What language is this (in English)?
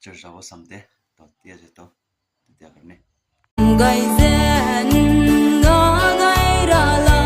Naga Pidgin